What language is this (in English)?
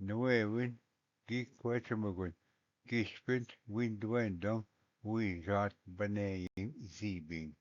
Ojibwa